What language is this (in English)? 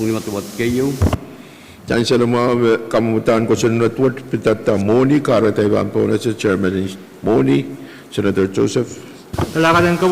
Pohnpeian